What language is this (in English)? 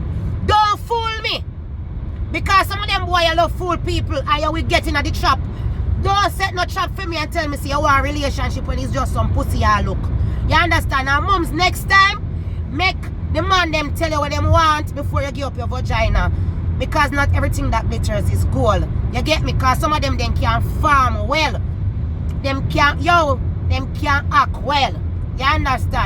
Jamaican Creole English